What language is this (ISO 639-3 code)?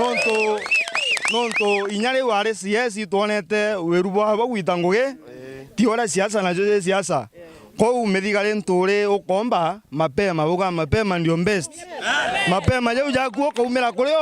mer